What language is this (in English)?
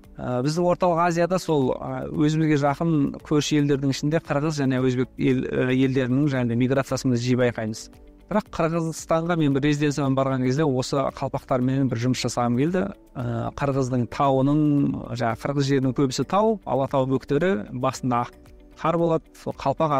Kazakh